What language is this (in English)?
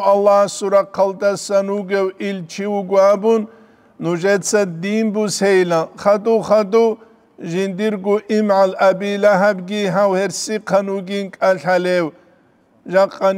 Avaric